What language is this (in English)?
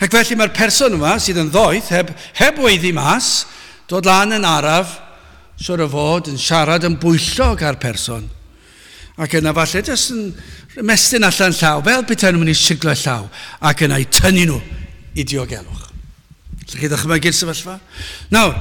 Welsh